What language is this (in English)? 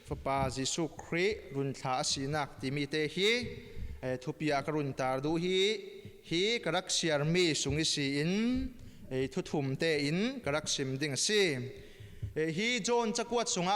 Falam Chin